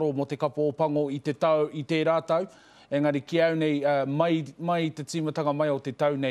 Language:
Māori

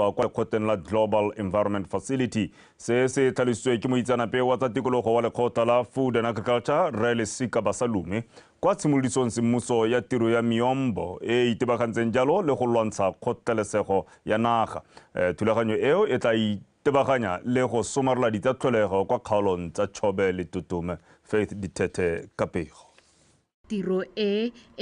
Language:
Tswana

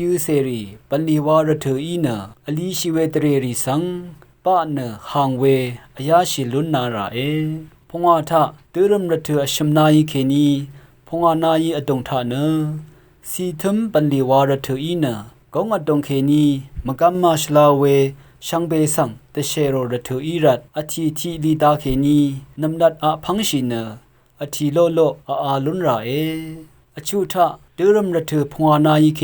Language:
Rawang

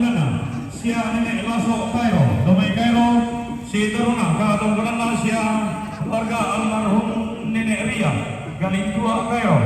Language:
Toraja-Sa'dan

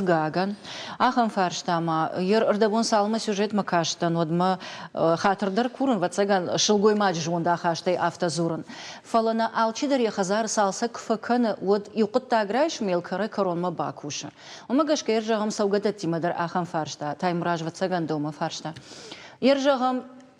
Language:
Ossetic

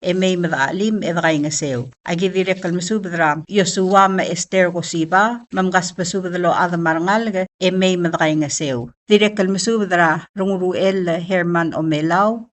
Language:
Palauan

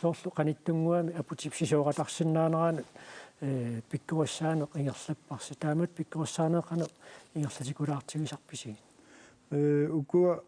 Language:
Kalaallisut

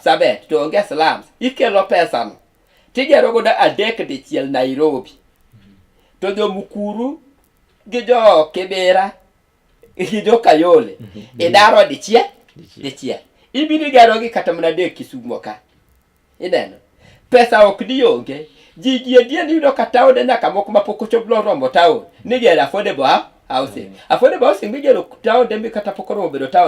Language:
Luo (Kenya and Tanzania)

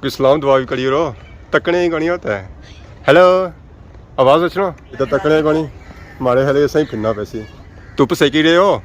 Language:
Pahari-Potwari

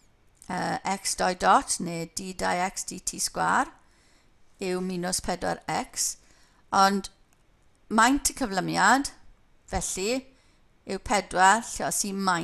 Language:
Welsh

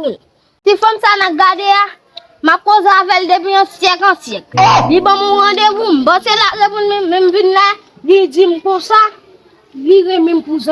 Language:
Haitian Creole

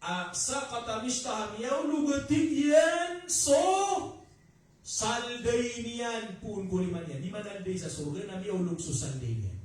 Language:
Maranao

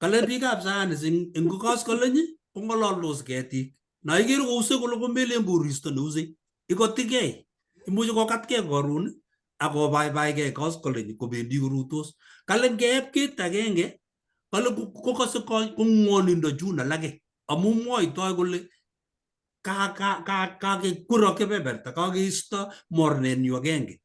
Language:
Kalenjin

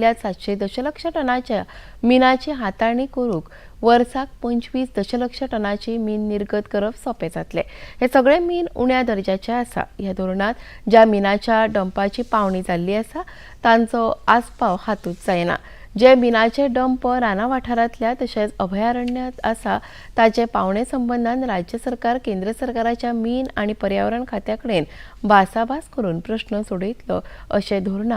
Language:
Konkani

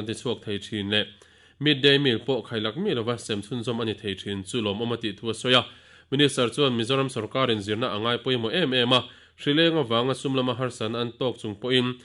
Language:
Mizo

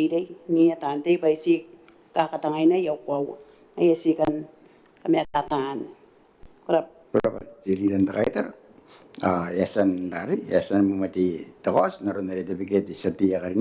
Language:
Gilbertese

